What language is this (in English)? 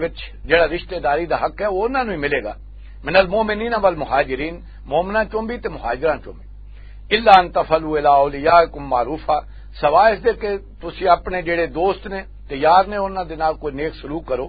Western Panjabi